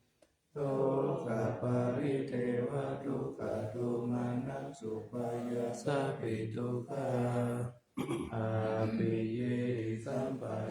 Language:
Pali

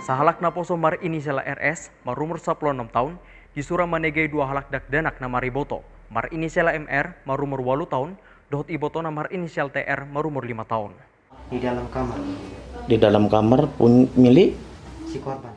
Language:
Batak Toba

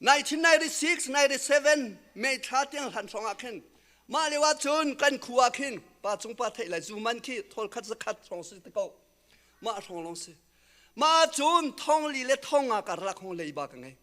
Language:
Hakha Chin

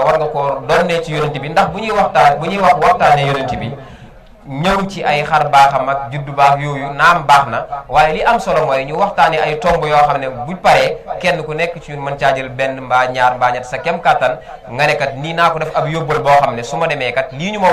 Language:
Wolof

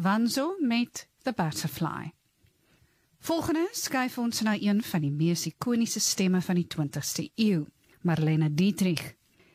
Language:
Afrikaans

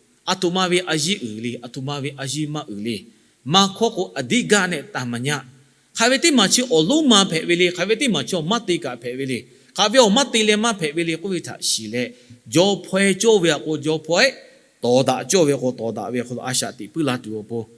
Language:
Lahu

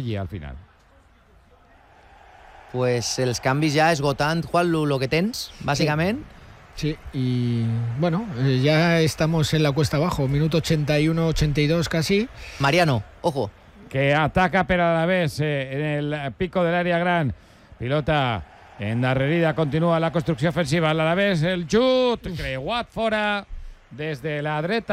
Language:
Catalan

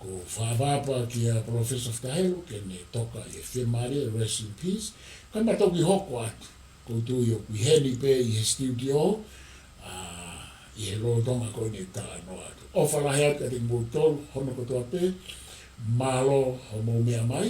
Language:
Tongan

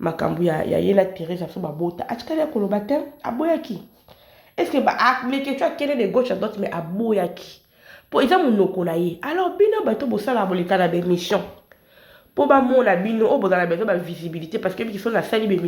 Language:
Lingala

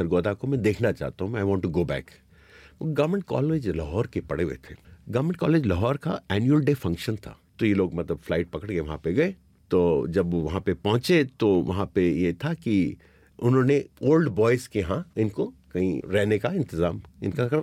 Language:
Hindi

